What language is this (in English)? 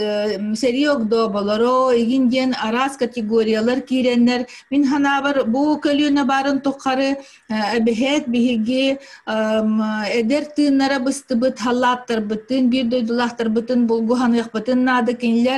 Yakut